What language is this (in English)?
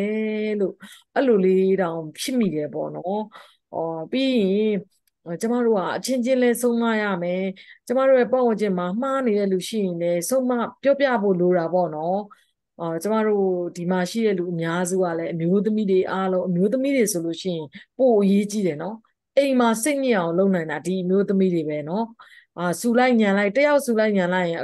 Burmese